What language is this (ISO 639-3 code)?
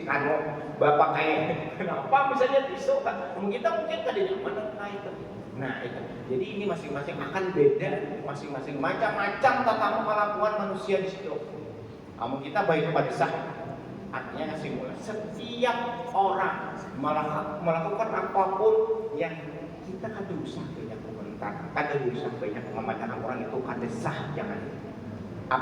bjn